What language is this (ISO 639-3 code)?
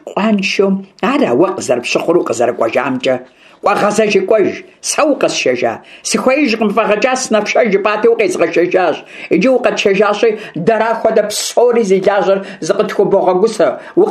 kbd